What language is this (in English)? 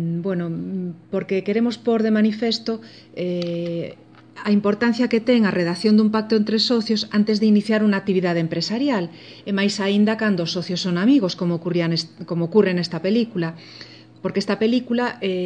Galician